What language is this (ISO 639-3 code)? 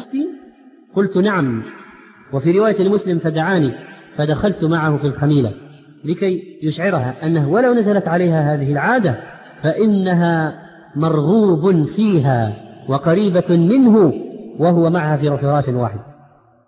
ara